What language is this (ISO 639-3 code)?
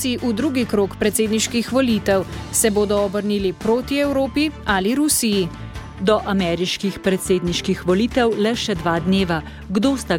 slv